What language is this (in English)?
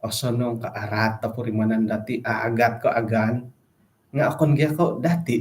Central Dusun